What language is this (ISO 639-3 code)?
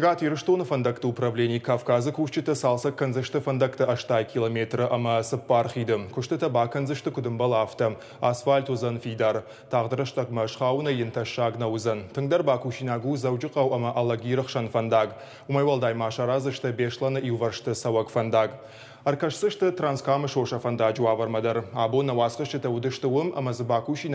oss